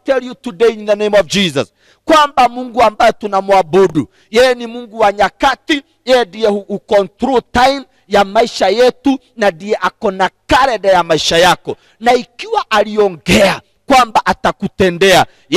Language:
Swahili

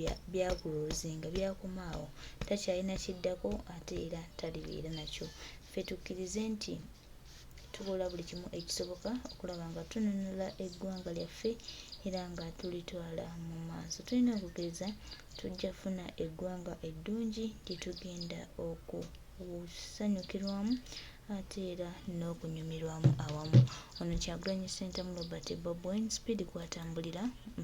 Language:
Ganda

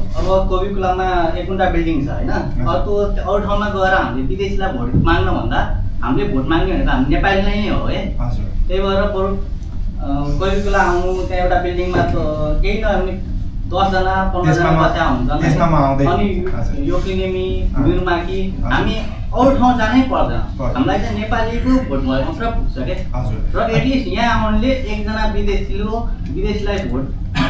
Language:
Nepali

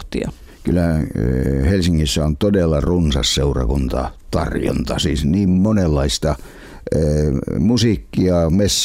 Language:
Finnish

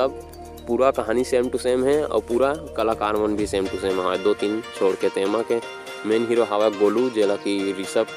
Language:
Chhattisgarhi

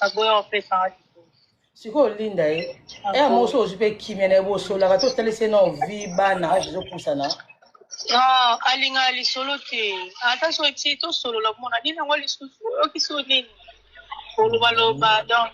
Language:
Lingala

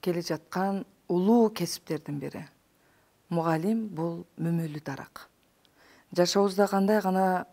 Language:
Kyrgyz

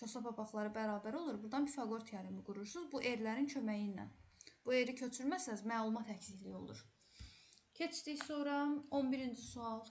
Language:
Azerbaijani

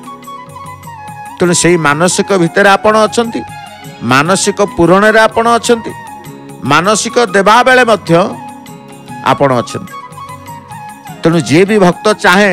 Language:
Odia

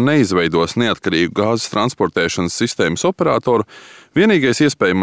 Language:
Latvian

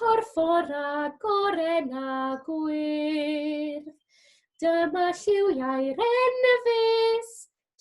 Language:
Welsh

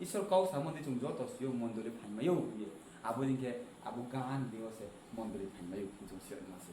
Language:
Riang (India)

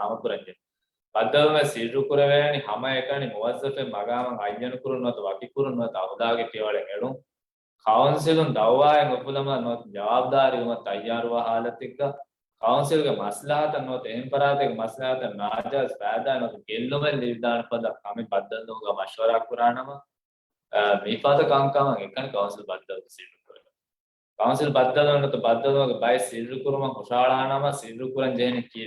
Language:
Divehi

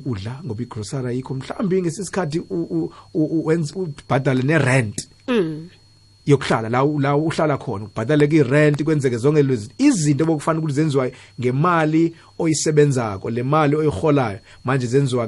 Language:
South Ndebele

